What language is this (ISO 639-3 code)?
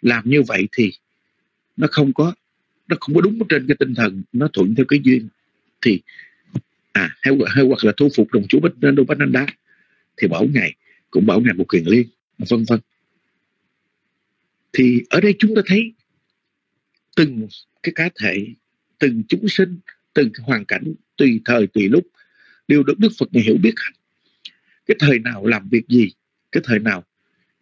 vie